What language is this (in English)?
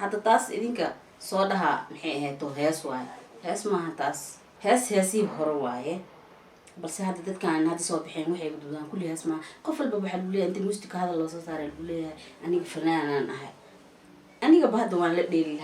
Somali